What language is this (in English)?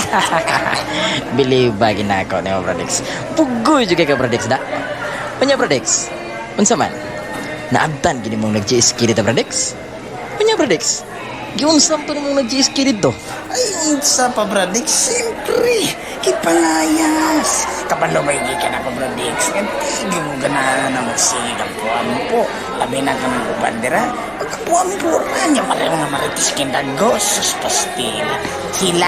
Cebuano